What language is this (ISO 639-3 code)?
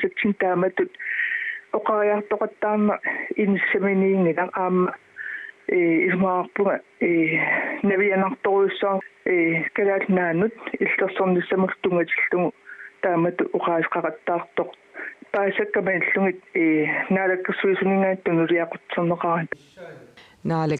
kal